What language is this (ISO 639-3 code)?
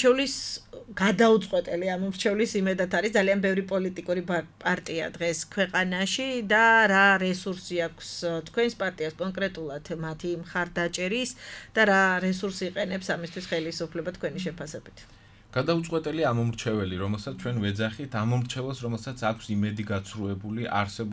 kat